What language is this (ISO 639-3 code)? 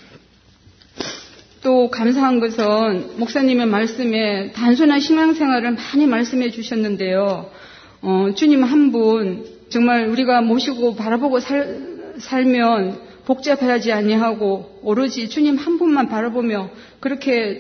kor